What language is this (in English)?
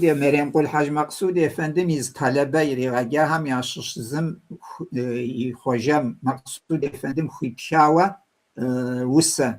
Kabardian